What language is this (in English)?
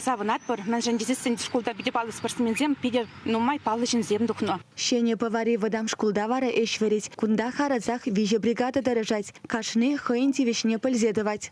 Chuvash